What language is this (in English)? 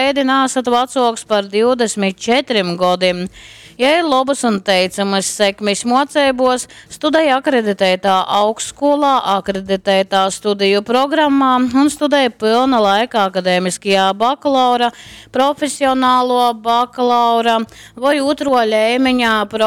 Latgalian